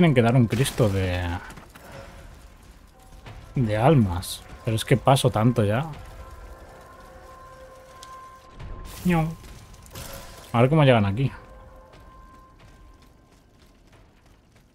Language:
Spanish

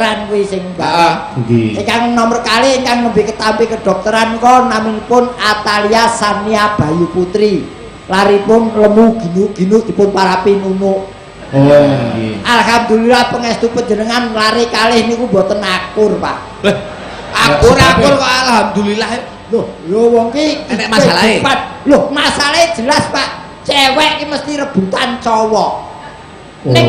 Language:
Javanese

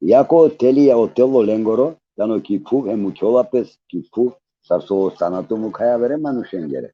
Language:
Balkan Romani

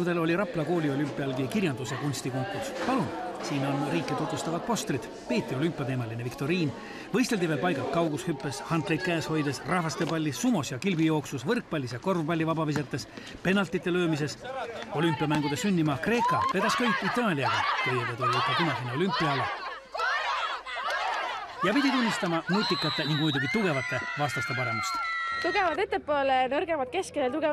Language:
Estonian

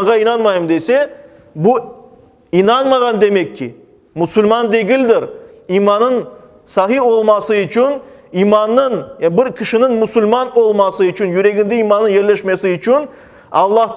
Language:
Crimean Tatar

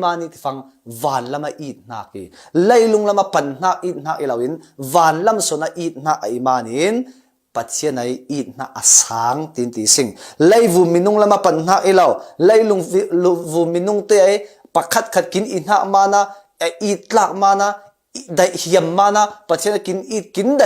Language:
Falam Chin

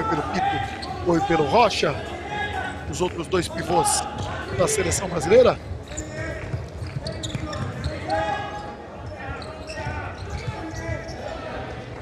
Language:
Portuguese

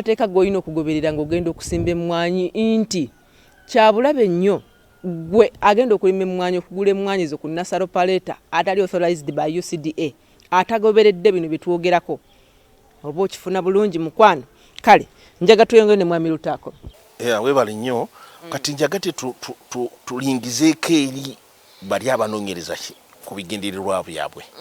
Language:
Ganda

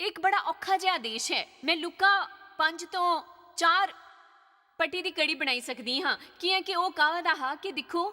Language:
Dogri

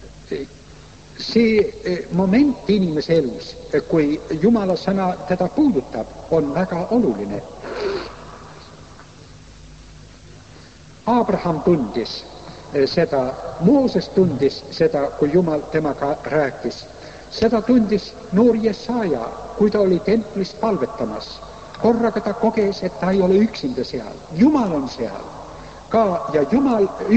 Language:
Estonian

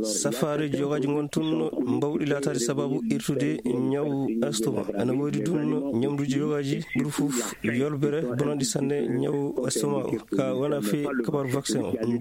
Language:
Fula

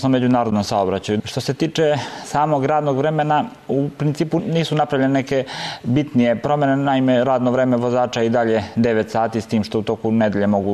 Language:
Serbian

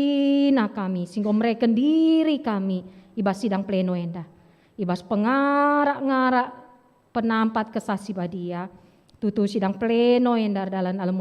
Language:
Batak Karo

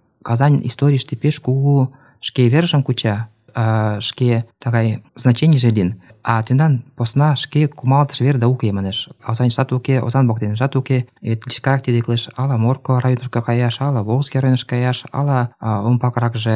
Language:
Mari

